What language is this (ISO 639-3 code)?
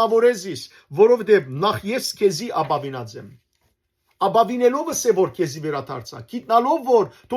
hyw